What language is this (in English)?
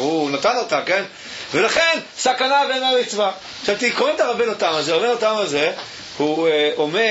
Hebrew